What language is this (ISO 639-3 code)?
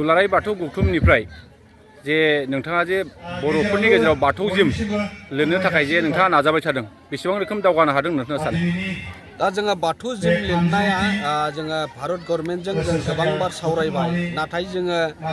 brx